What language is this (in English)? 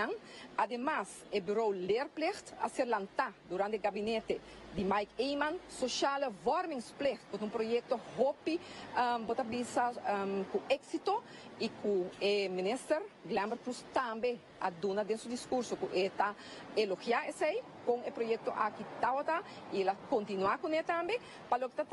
Papiamento